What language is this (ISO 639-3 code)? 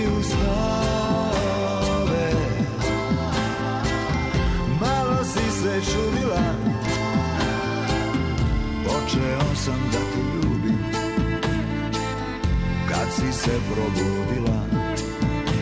srp